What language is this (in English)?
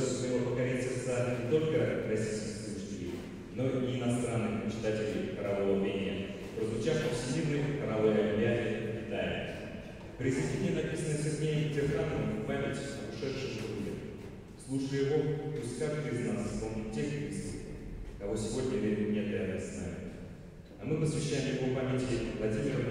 Russian